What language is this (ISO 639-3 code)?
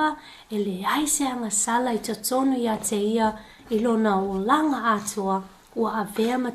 smo